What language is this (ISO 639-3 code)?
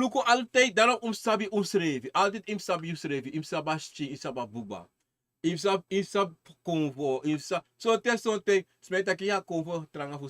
srn